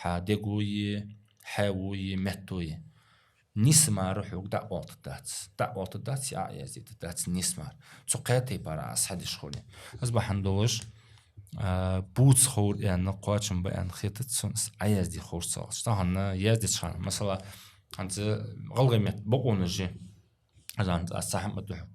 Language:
Ingush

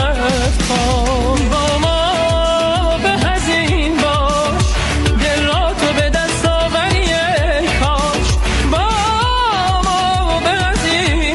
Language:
Persian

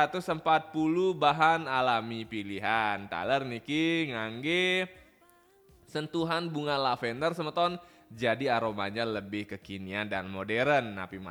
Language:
Balinese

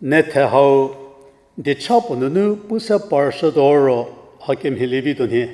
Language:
Angami Naga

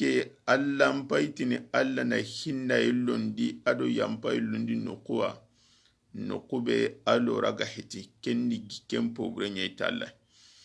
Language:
Soninke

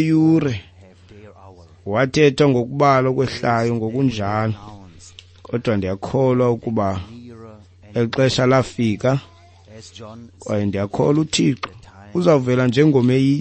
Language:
Xhosa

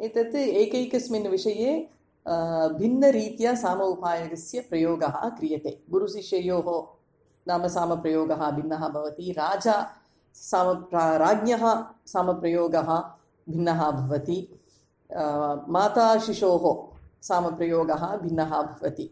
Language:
Sanskrit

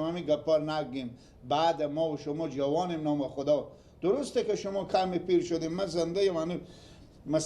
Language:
Persian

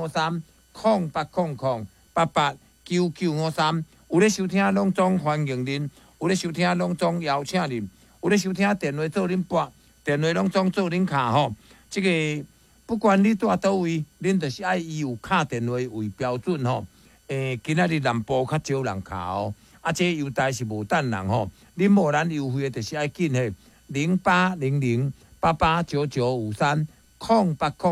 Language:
Min Nan Chinese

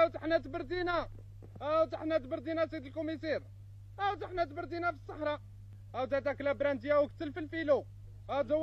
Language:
Algerian Arabic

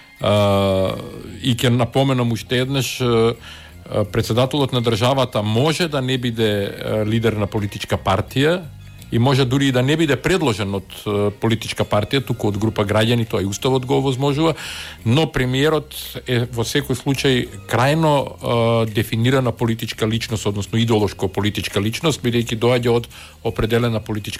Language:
Macedonian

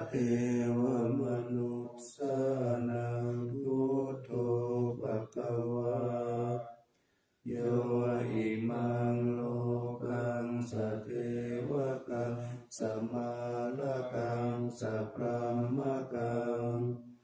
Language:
Pali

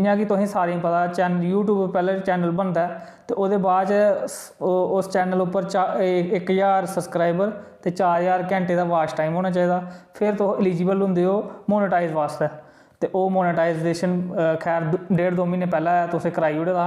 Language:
Dogri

